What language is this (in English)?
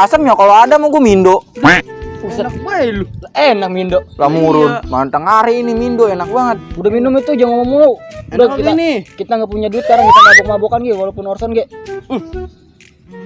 Betawi